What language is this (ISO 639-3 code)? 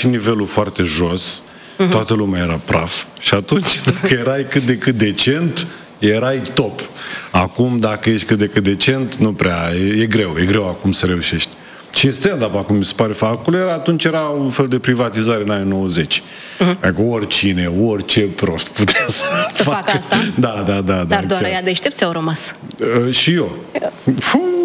ron